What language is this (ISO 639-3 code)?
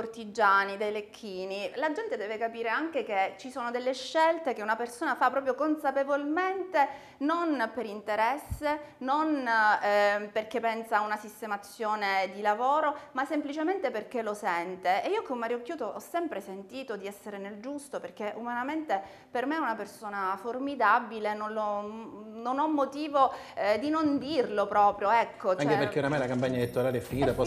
ita